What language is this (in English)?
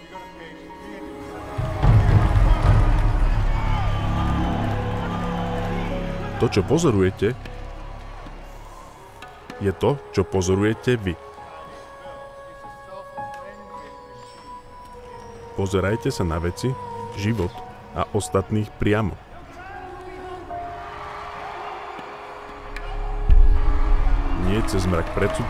Slovak